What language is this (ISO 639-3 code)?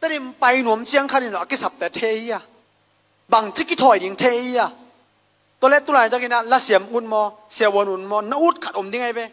ctd